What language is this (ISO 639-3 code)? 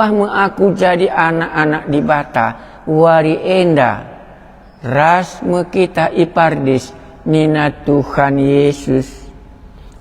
btx